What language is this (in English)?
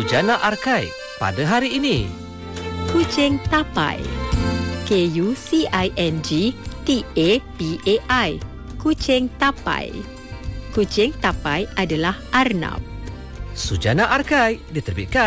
Malay